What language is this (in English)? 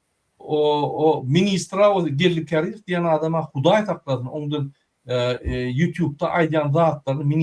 Turkmen